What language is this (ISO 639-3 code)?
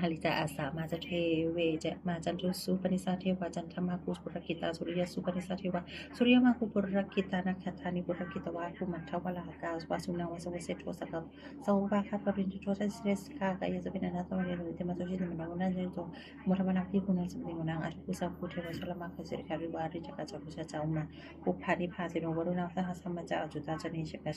pli